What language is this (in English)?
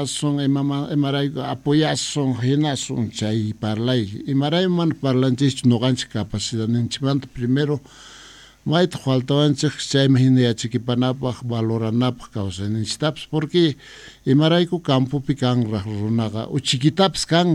Quechua